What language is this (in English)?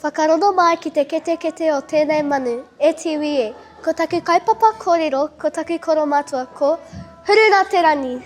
Māori